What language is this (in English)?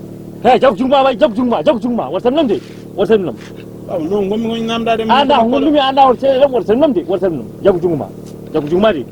Fula